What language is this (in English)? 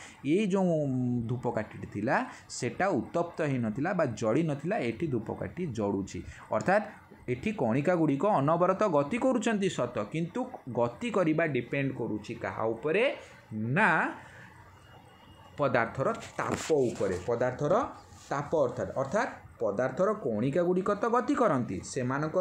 Odia